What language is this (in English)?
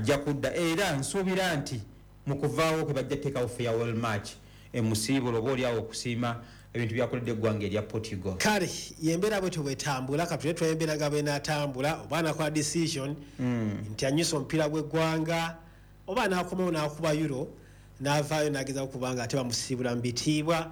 Ganda